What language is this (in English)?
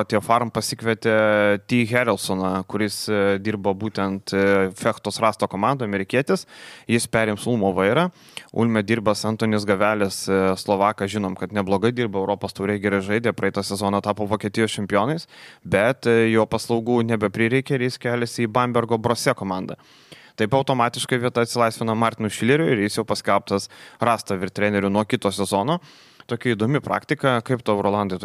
Lithuanian